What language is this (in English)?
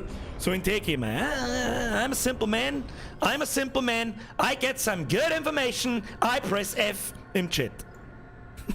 Bavarian